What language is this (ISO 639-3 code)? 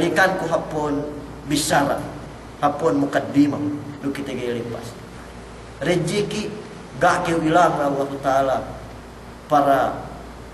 yka